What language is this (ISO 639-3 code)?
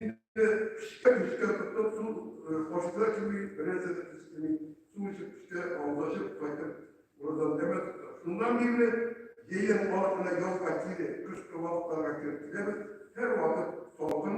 tat